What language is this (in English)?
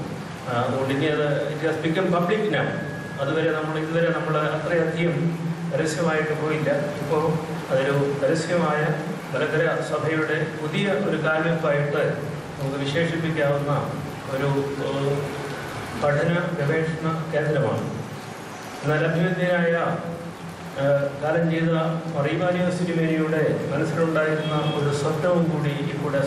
Malayalam